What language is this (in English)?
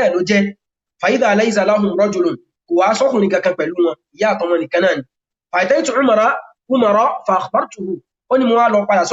Yoruba